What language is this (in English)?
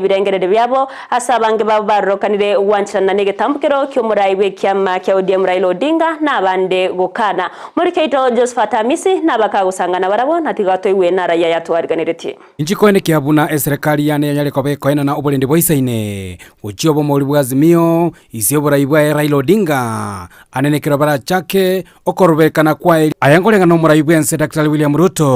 Gusii